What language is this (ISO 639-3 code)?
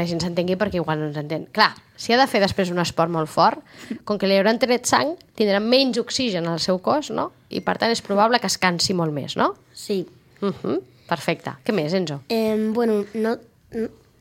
cat